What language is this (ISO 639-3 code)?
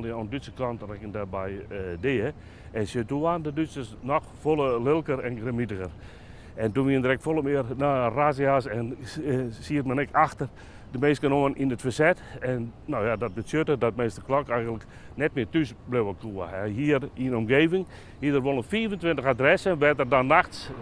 fry